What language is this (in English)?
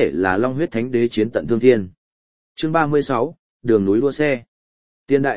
Vietnamese